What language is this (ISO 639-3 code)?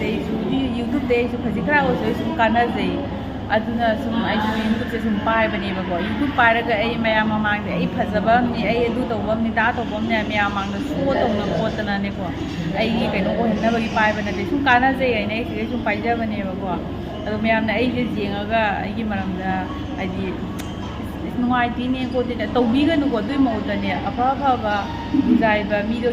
mni